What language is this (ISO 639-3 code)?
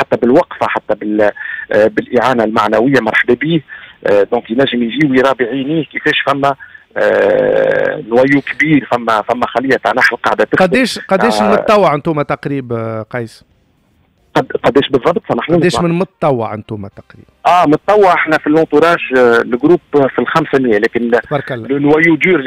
aeb